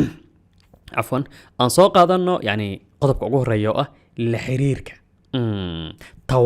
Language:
Somali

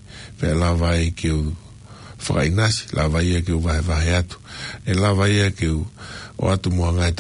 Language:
Tongan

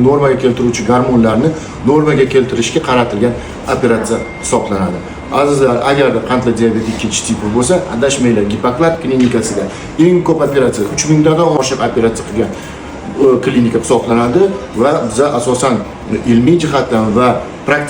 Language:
Uzbek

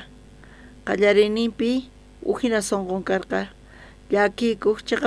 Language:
South Bolivian Quechua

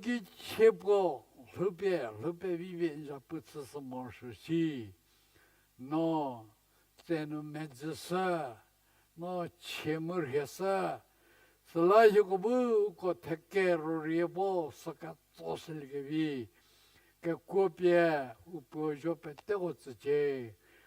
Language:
Angami Naga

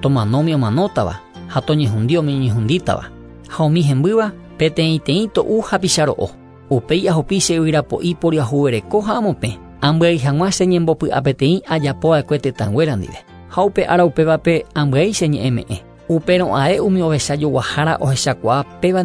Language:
Guarani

